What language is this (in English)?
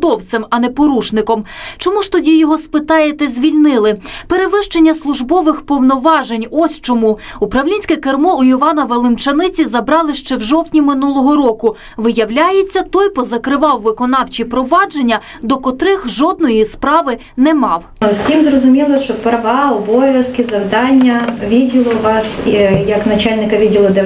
Ukrainian